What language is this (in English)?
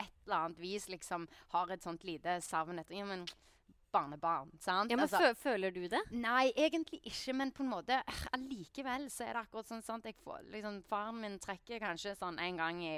Norwegian